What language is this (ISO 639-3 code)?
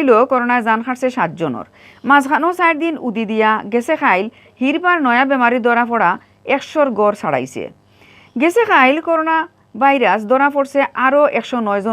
syl